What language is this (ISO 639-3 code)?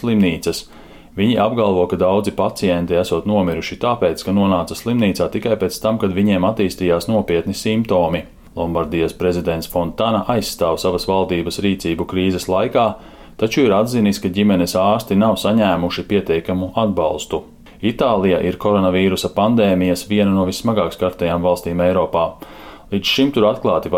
lav